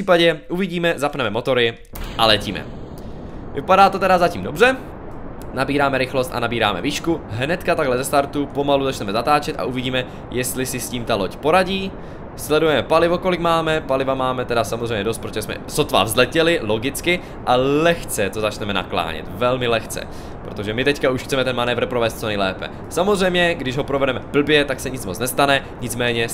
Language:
Czech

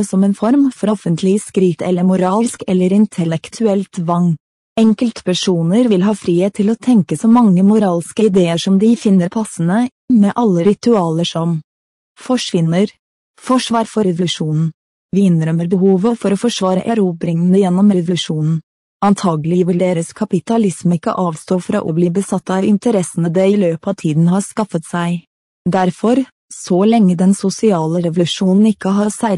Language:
Norwegian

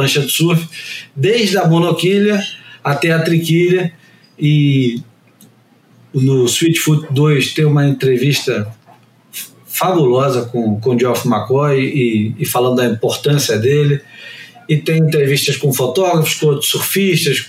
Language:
Portuguese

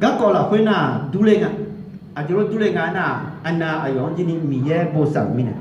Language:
Akha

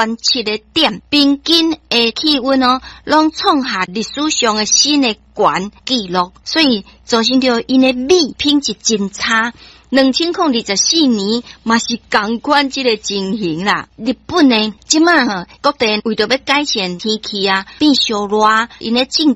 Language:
Min Nan Chinese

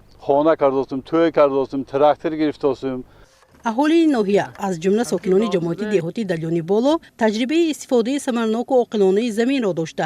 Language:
Tajik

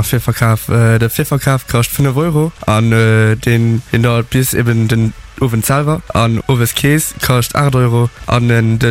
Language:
Luxembourgish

